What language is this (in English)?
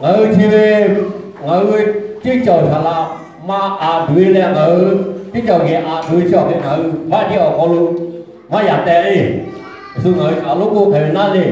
Lahu